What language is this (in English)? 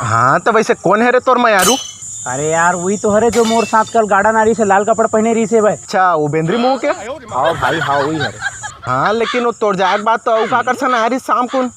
Chhattisgarhi